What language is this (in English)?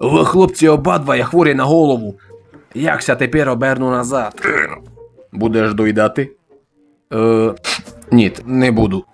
Rusyn